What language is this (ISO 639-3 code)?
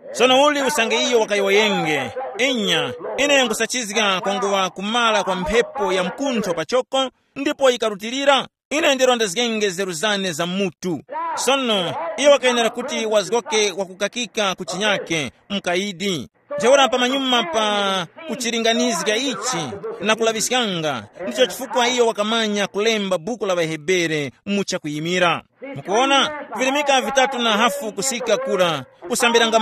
tum